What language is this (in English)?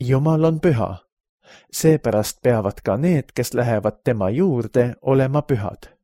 Estonian